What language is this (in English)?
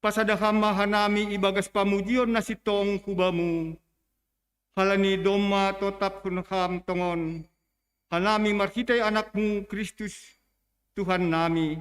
Batak Simalungun